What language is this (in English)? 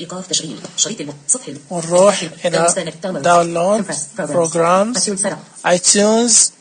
Najdi Arabic